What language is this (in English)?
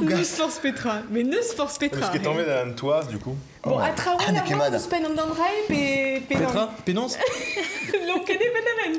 Breton